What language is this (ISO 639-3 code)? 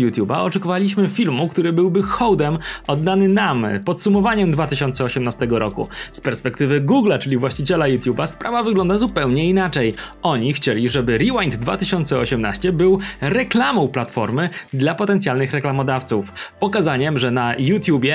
pol